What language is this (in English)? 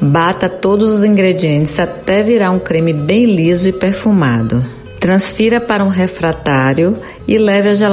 Portuguese